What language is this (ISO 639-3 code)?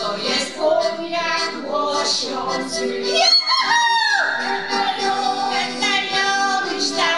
szl